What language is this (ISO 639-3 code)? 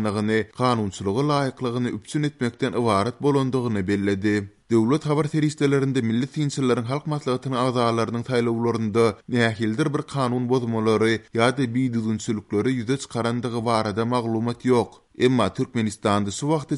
tuk